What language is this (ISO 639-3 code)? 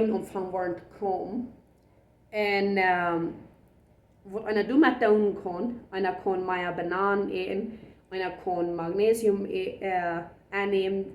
pdt